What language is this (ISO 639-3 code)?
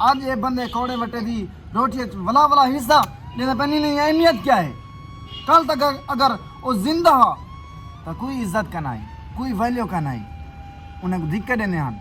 skr